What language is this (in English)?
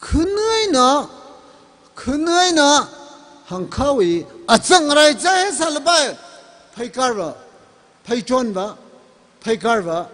Tangkhul Naga (India)